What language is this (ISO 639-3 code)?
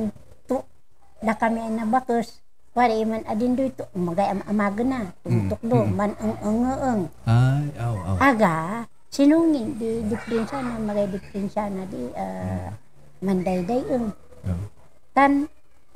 kne